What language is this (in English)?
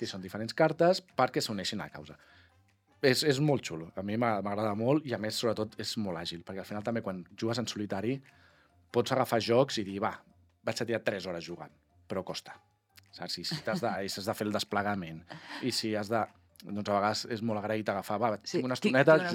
Catalan